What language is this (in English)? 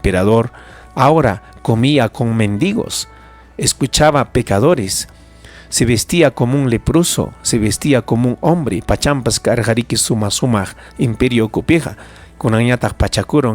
Ayacucho Quechua